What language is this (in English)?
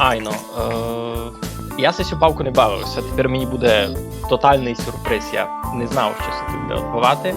Rusyn